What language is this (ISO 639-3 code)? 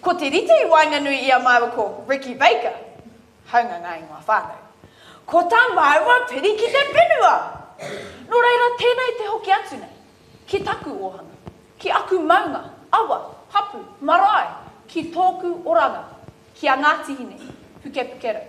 mri